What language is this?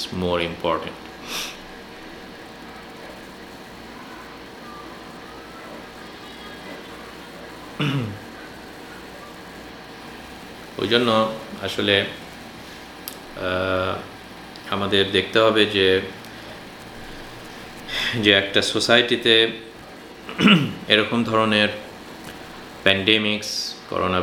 Bangla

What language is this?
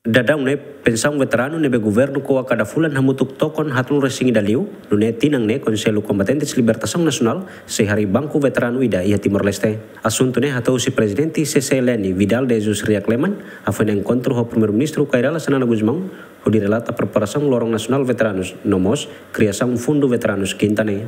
Tetum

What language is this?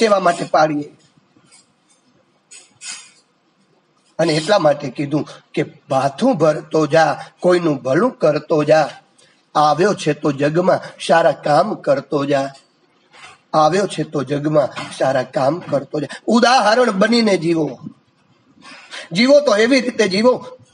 Gujarati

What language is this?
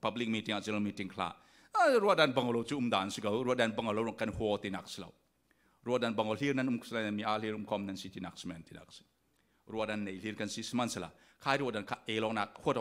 Falam Chin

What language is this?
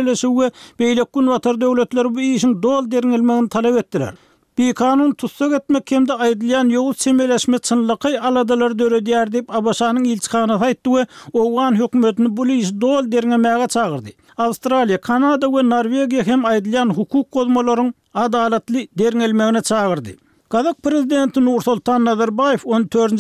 Turkmen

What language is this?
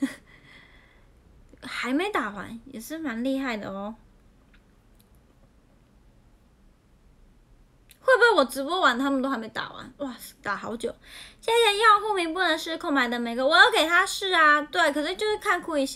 Chinese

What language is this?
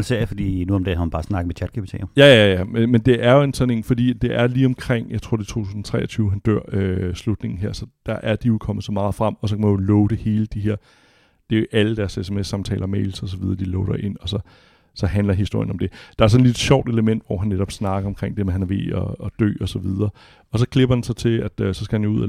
Danish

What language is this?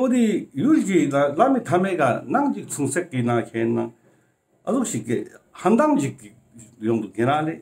Ladakhi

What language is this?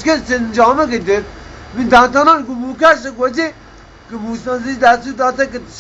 Baluchi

